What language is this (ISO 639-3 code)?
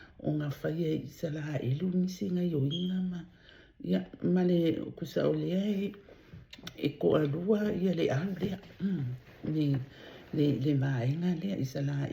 smo